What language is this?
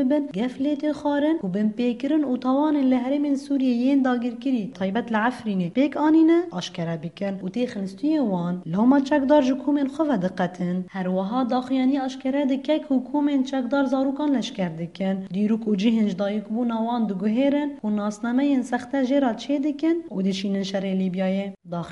Kurdish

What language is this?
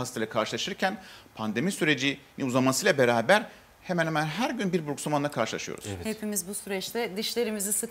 Turkish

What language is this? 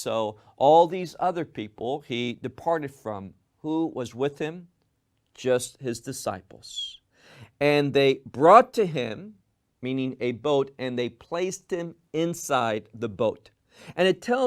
English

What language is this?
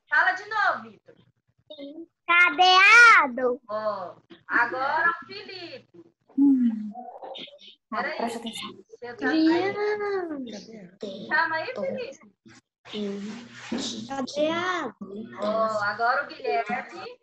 Portuguese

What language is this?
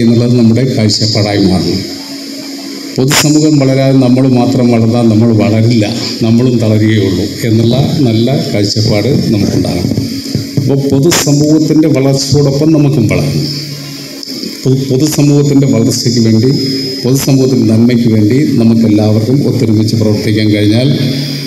Malayalam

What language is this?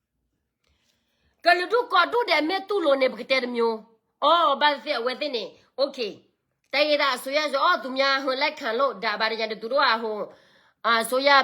S'gaw Karen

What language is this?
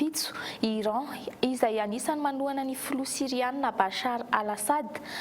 Malagasy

